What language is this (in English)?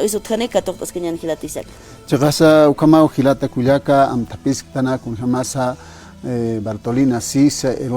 Aymara